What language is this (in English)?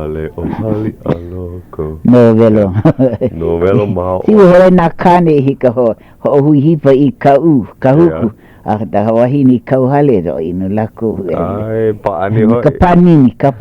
Hawaiian